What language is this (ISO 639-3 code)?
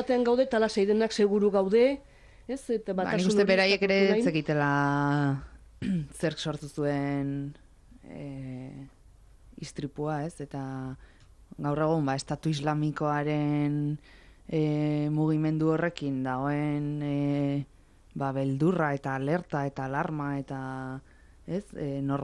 eus